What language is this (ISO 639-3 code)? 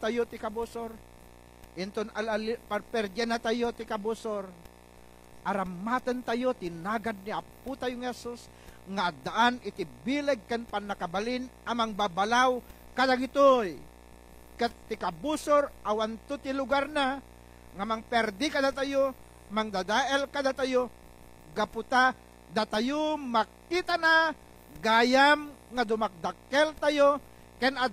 ilo